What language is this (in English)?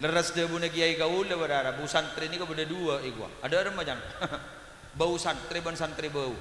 Madurese